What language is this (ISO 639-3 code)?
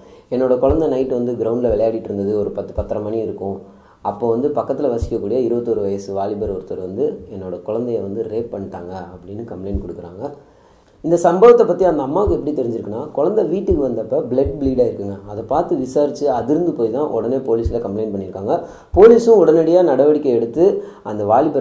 tam